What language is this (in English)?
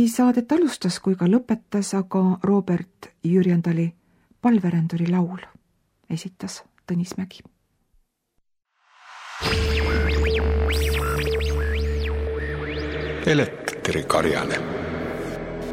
Estonian